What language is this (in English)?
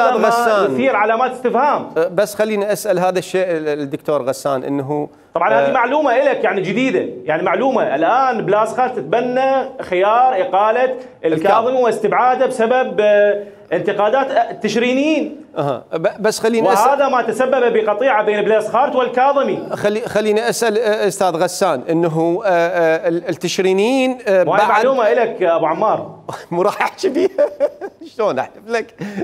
Mesopotamian Arabic